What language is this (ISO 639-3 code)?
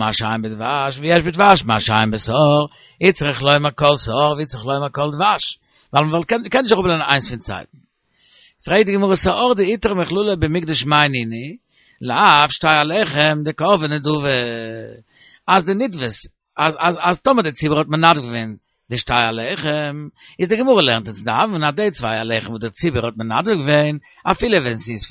yid